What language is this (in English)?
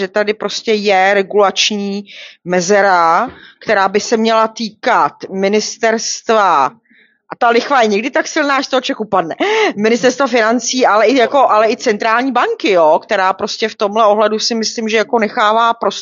Czech